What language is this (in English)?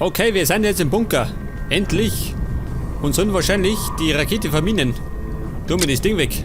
Bavarian